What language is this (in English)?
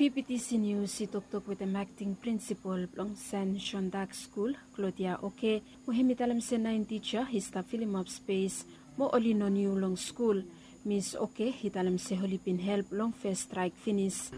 Bislama